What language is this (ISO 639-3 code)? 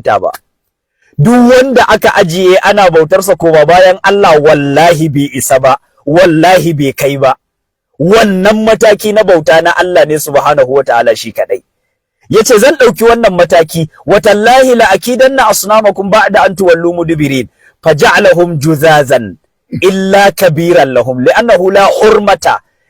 hau